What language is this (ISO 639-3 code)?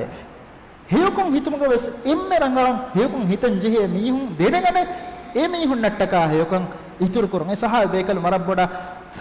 div